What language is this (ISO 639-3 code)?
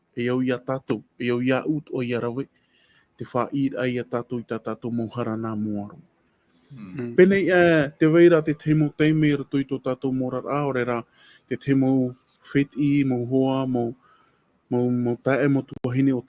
tah